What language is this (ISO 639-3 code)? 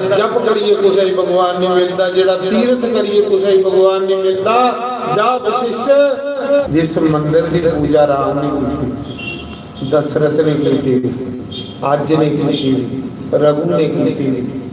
doi